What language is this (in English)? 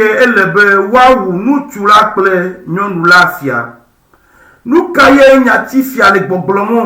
Ewe